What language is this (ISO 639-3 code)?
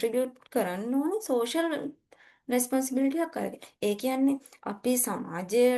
sin